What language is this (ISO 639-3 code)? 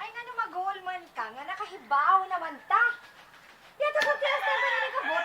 ceb